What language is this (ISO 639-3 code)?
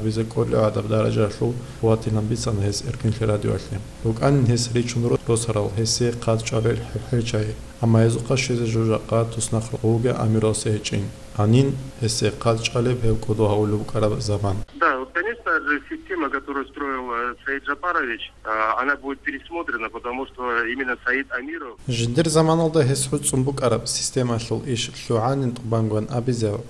ava